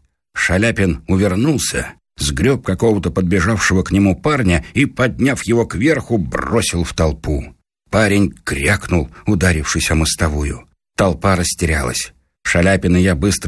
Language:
Russian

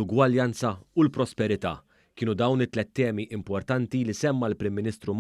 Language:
Maltese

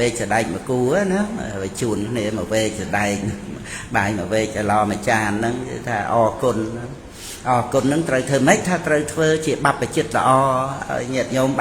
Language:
Khmer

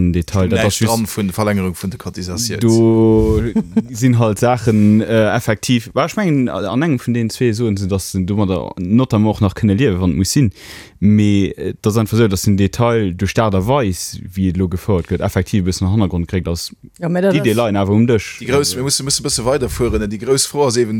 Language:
Luxembourgish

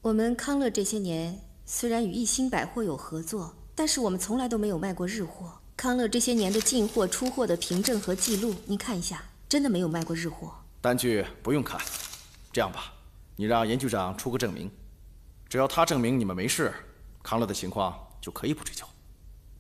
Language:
Chinese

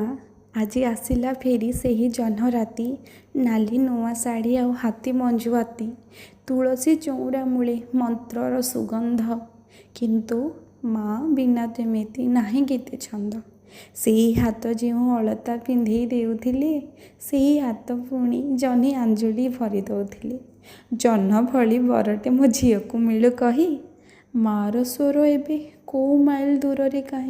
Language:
Odia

